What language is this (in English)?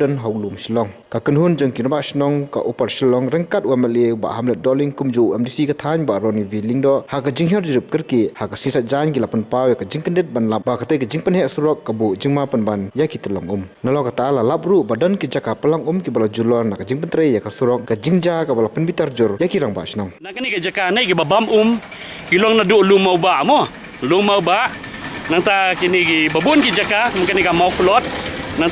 Khasi